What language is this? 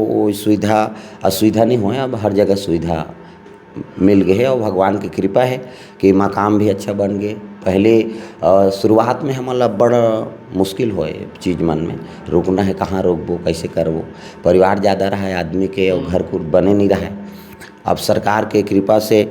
Chhattisgarhi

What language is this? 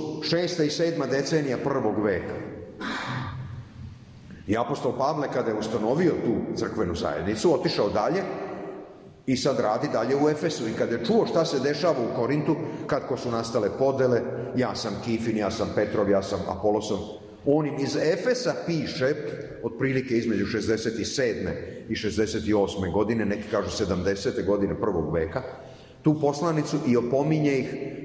Serbian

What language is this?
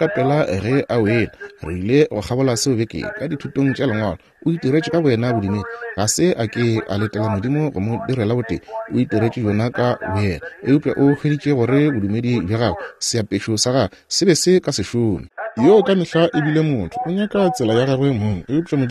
Northern Sotho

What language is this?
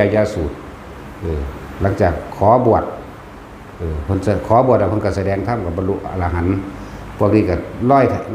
Northeastern Thai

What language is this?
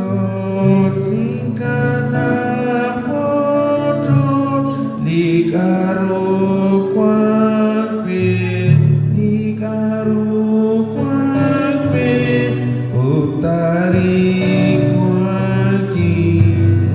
Kekchí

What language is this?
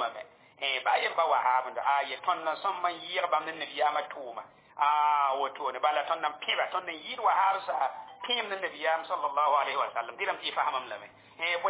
Mossi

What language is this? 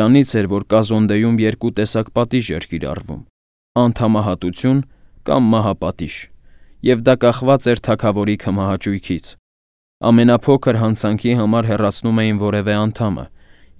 Armenian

